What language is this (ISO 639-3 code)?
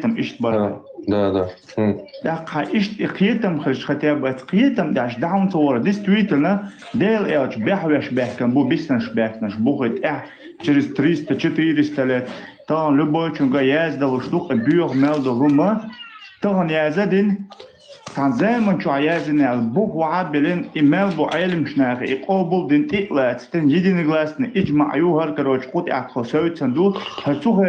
che